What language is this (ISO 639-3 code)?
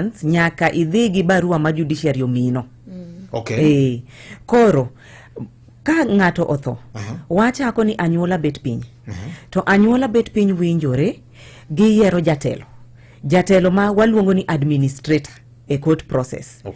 luo